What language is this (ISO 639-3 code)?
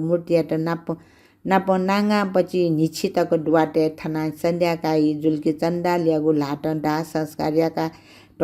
new